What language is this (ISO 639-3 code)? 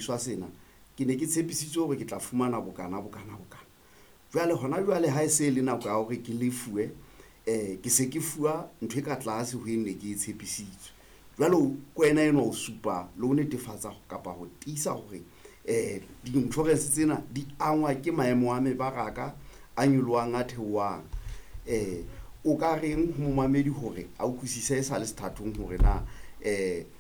sot